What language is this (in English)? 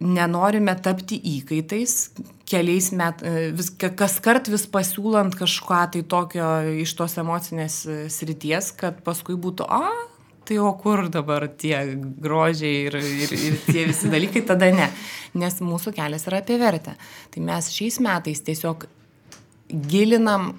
Lithuanian